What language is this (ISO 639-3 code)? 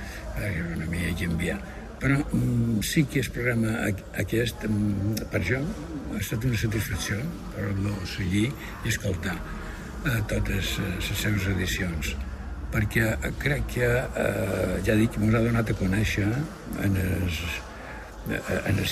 cat